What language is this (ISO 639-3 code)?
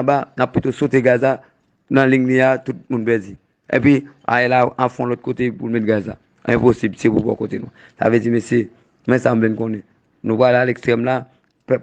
hat